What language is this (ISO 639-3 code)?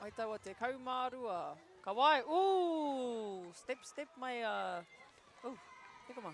mri